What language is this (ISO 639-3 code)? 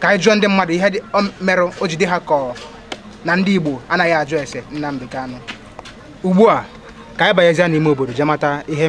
ibo